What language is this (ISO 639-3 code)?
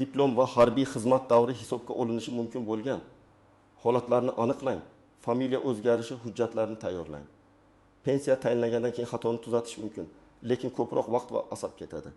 uzb